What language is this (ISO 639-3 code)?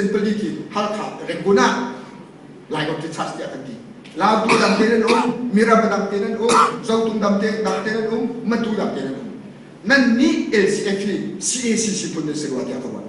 cnh